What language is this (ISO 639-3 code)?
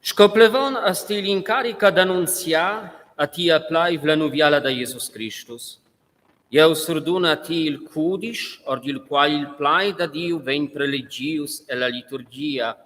roh